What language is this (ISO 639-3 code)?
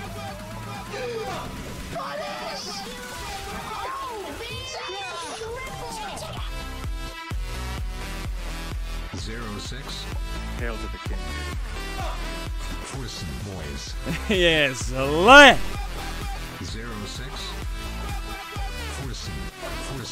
ces